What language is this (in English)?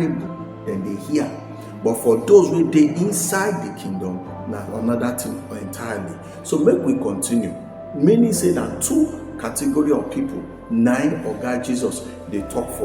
Nigerian Pidgin